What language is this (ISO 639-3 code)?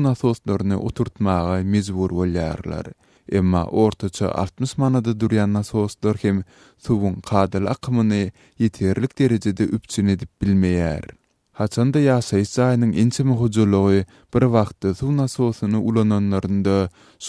tuk